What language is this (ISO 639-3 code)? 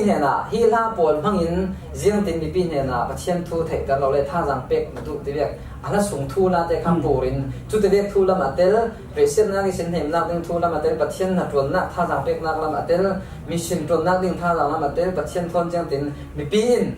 cfm